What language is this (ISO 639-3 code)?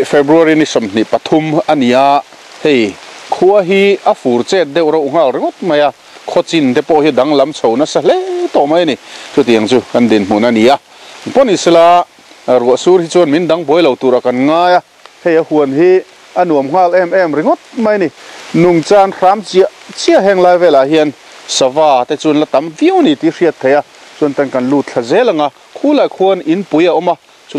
lus